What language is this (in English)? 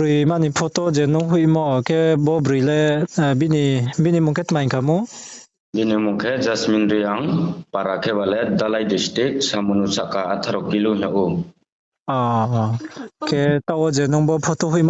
Riang (India)